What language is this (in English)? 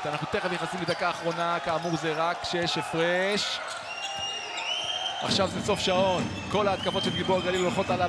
Hebrew